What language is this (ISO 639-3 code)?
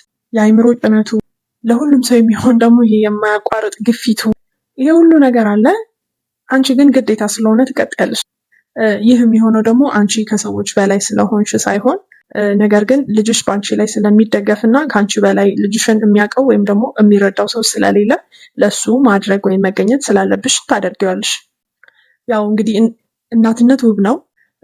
amh